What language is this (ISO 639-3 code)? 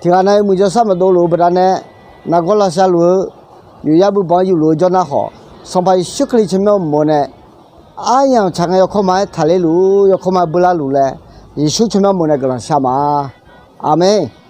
ahk